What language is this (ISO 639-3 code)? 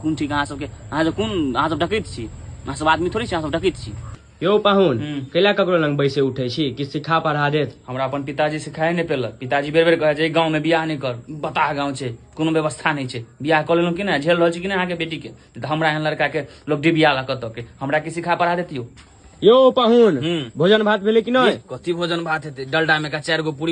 mai